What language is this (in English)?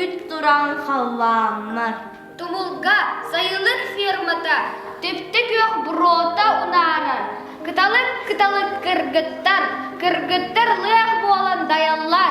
Yakut